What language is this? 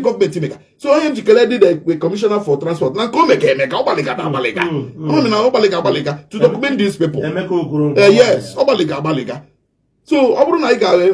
Igbo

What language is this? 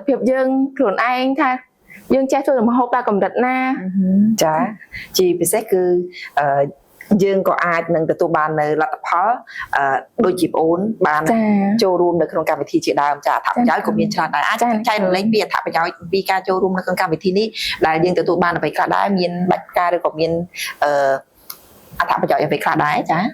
Khmer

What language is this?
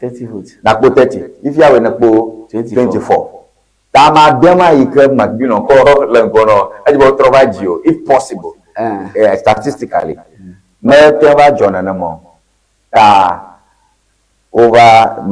Ewe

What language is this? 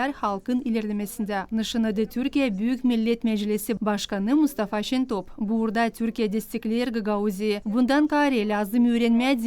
Gagauz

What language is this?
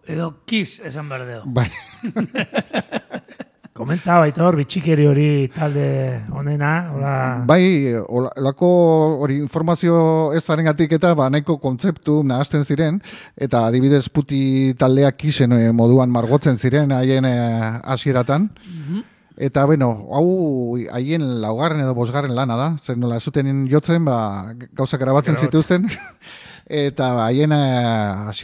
Basque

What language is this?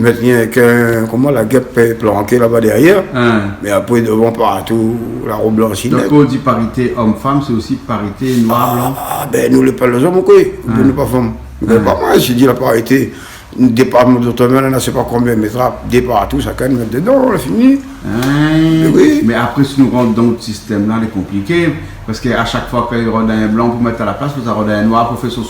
Réunion Creole French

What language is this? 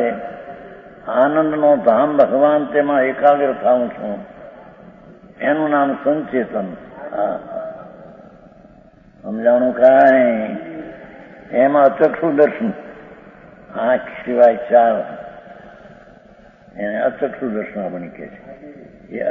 Gujarati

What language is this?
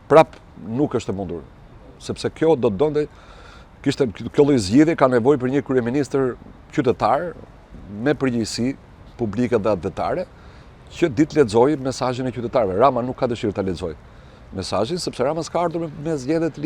Albanian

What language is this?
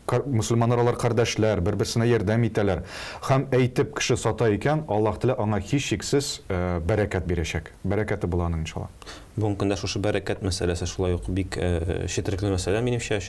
Tatar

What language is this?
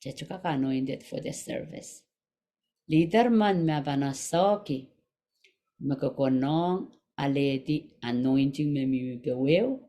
Pohnpeian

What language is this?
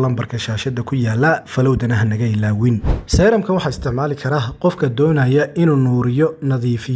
Somali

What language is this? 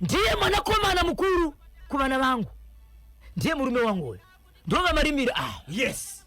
Shona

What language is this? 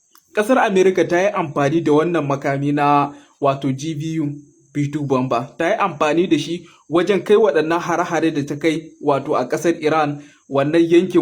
Hausa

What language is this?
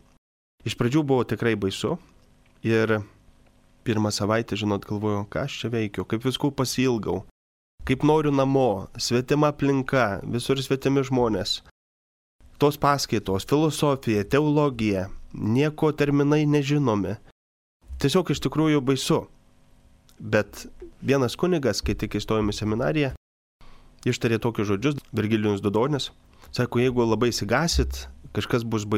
Lithuanian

